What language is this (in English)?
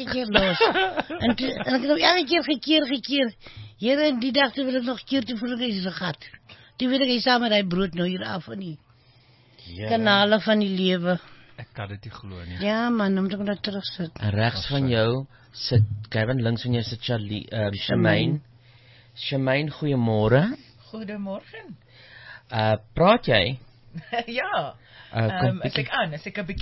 Afrikaans